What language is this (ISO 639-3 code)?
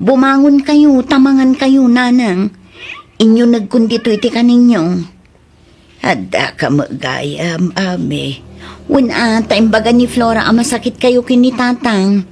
ilo